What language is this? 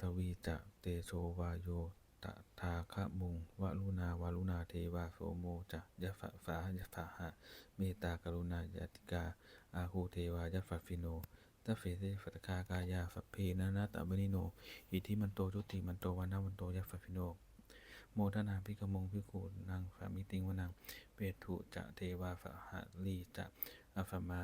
Pali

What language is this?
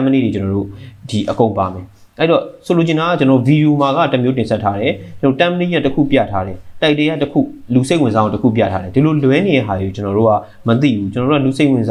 Burmese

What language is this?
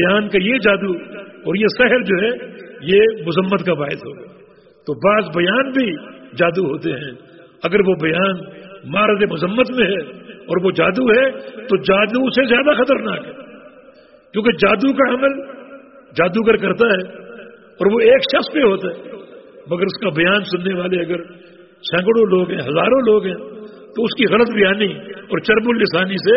Urdu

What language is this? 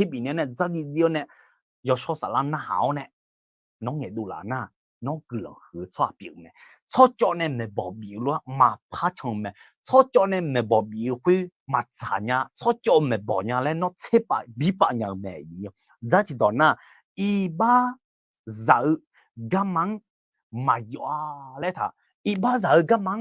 Akha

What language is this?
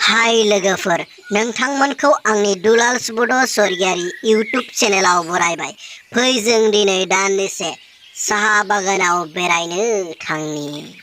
Bodo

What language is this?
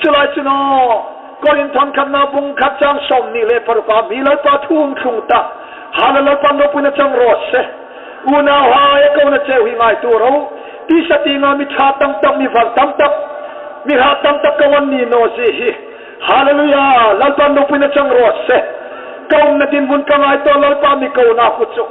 Hmar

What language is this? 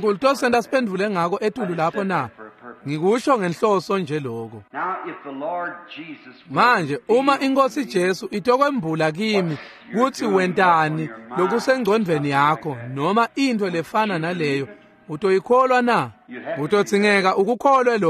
Swati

